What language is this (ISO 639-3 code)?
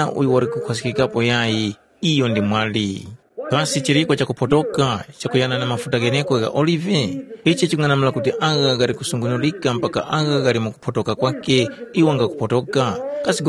tum